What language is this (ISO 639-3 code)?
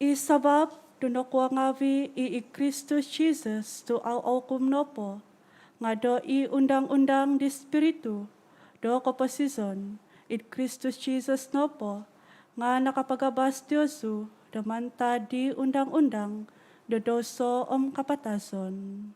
dtp